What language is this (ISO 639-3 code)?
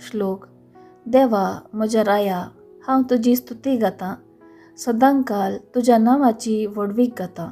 kok